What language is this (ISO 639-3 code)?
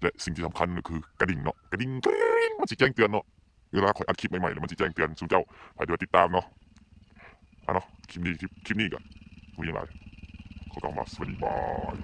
lao